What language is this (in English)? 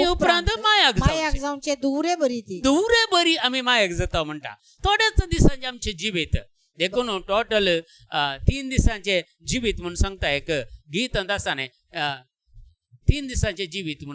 Konkani